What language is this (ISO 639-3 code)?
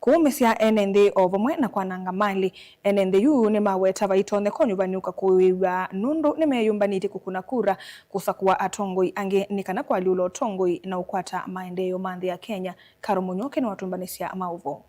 kam